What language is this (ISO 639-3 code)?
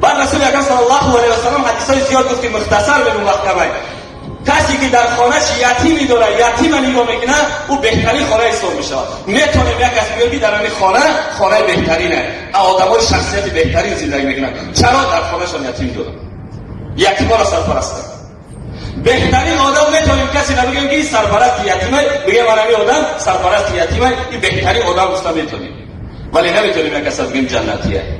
tgk